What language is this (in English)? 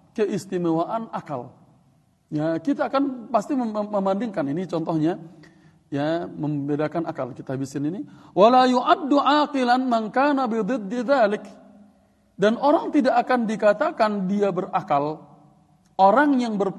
Indonesian